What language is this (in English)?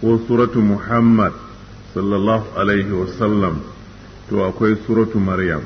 Hausa